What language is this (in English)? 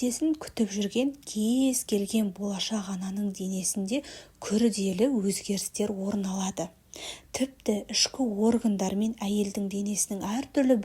Kazakh